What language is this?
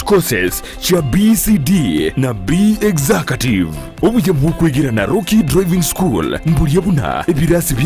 Gusii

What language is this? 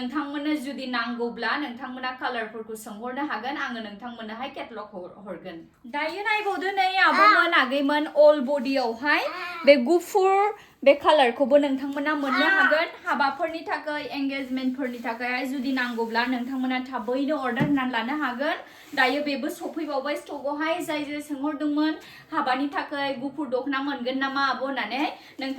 Bodo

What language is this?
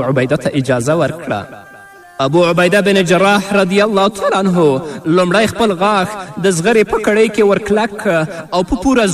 Pashto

